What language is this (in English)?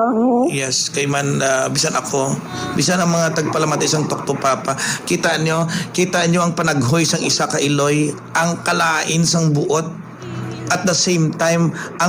Hiligaynon